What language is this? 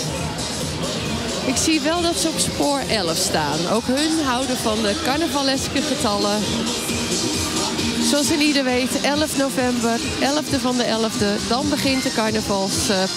Dutch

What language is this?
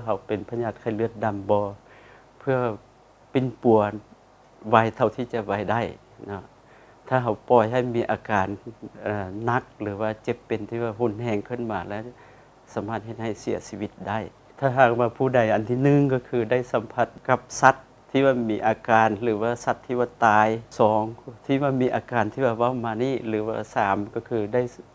Lao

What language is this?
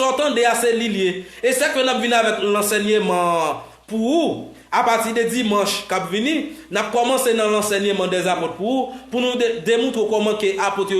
Haitian Creole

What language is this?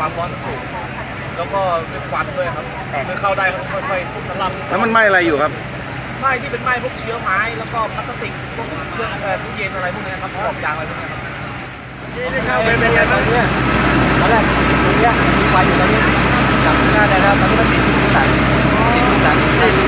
Thai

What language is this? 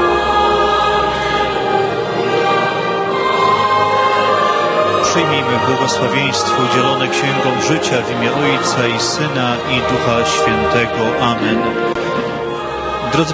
Polish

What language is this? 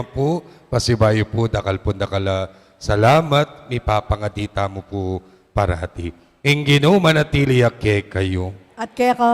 Pampanga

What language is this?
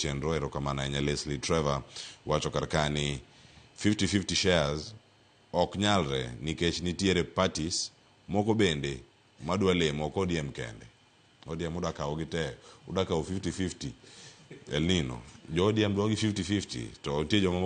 Luo (Kenya and Tanzania)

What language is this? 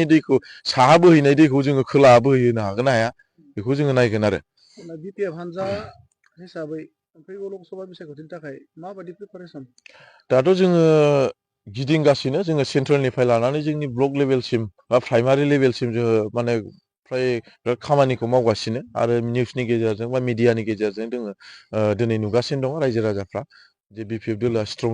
Bodo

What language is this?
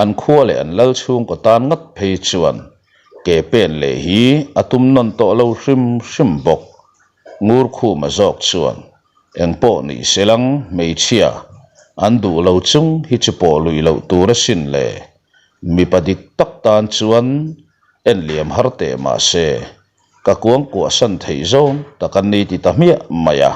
Mizo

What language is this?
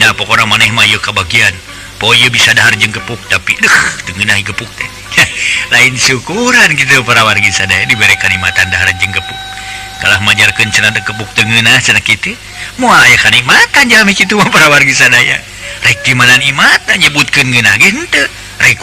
Sundanese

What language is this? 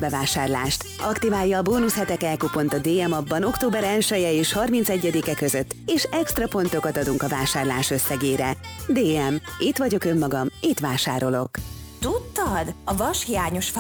Hungarian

